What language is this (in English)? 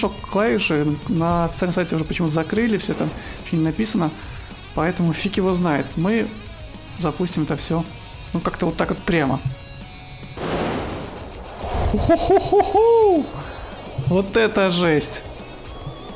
Russian